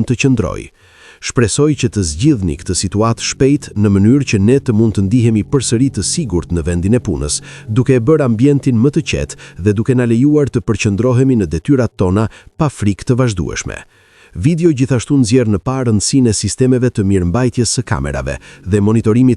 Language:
Albanian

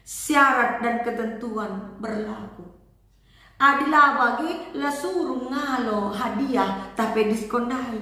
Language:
Batak Karo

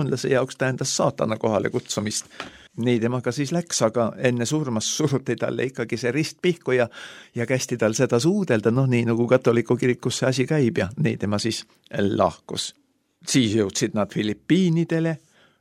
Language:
Estonian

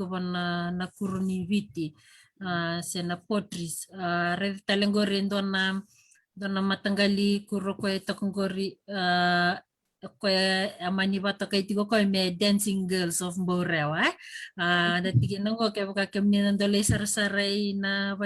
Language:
Fijian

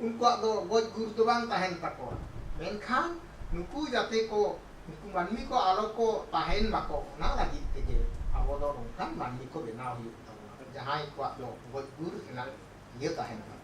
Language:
Santali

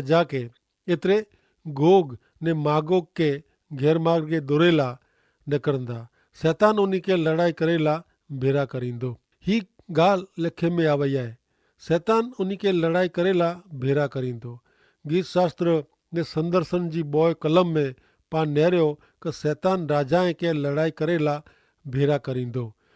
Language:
Kachhi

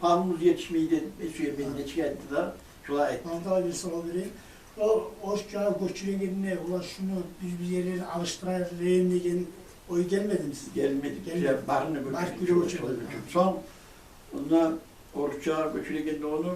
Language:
Kumyk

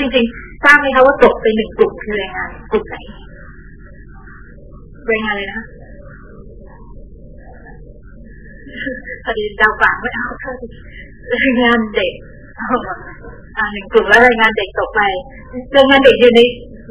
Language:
Thai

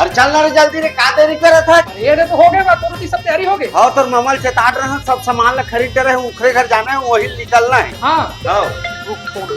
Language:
Chhattisgarhi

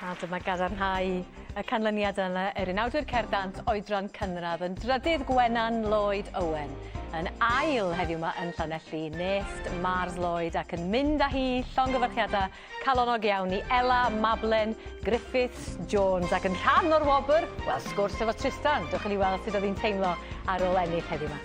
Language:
Welsh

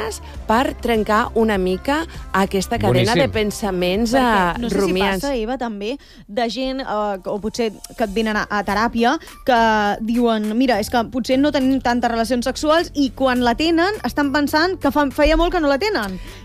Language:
Catalan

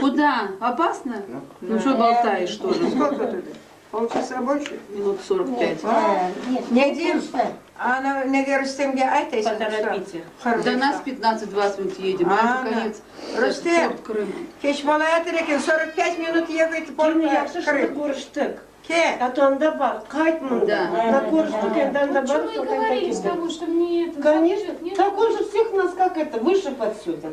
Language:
Crimean Tatar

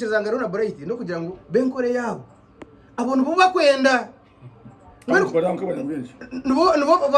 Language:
Nyankole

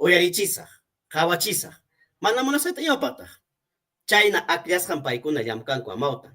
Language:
Ayacucho Quechua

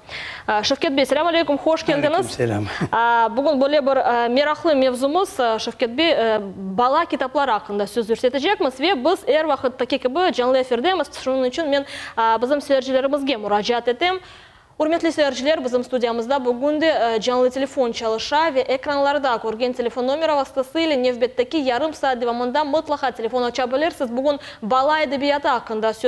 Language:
Crimean Tatar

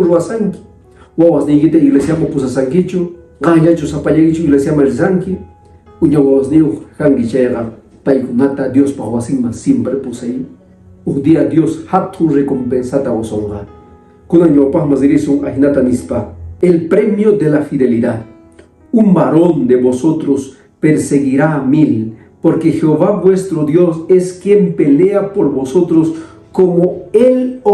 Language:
Quechua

